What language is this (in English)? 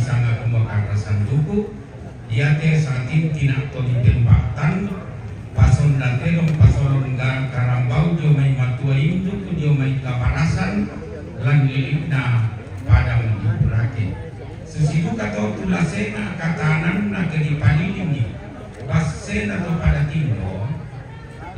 Toraja-Sa'dan